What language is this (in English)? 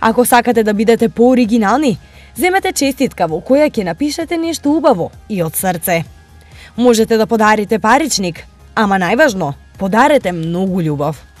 Macedonian